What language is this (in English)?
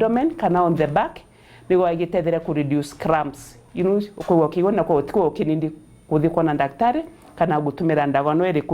Meru